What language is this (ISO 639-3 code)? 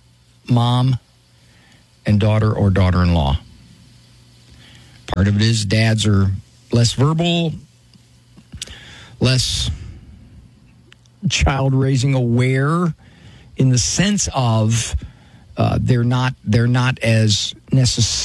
eng